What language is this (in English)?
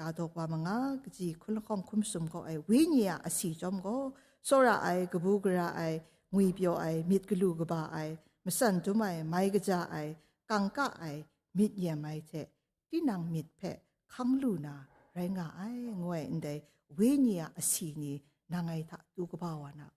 Kachin